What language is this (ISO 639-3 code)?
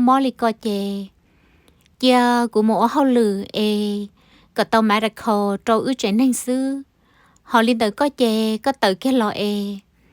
hmn